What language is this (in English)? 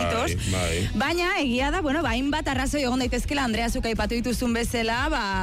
Basque